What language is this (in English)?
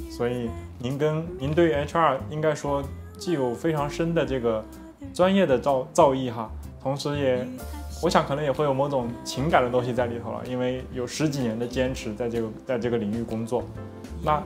Chinese